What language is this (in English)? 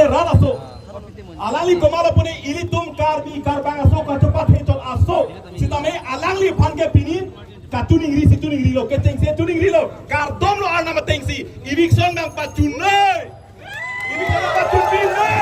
Karbi